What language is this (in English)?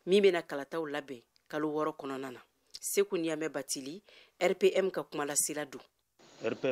Bambara